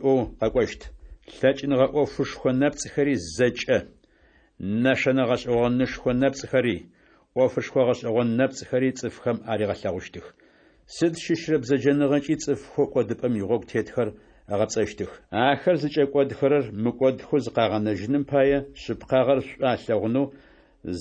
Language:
Adyghe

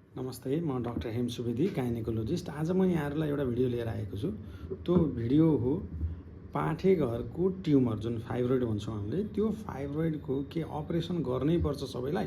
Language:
Nepali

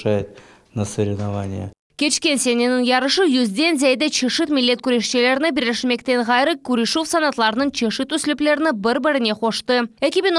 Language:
Crimean Tatar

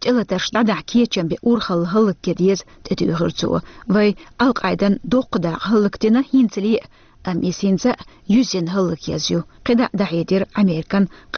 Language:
Chechen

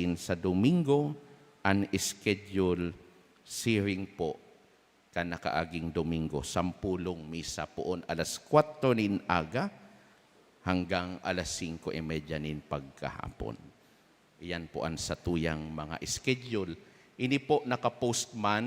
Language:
Bikol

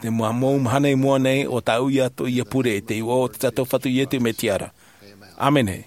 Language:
Tahitian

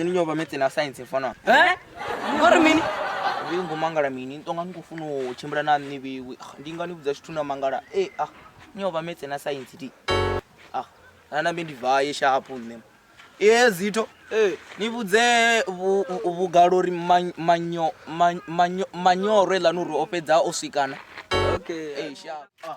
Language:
Venda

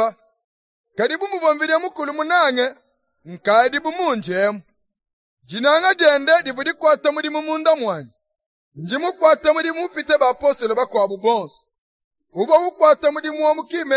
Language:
Luba-Lulua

